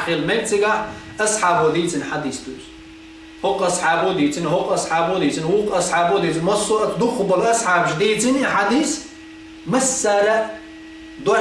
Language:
Chechen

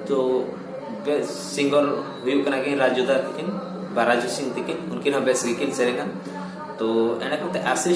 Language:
Santali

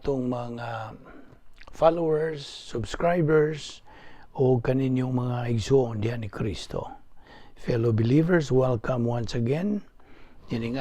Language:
Cebuano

